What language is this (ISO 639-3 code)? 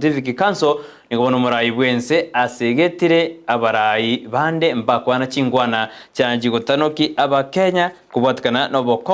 guz